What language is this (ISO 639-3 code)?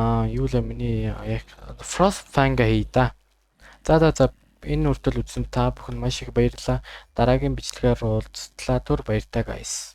mon